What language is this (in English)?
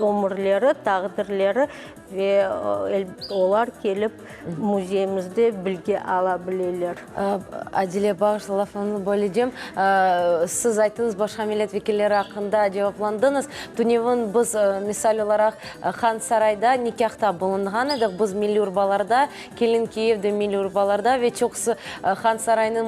Crimean Tatar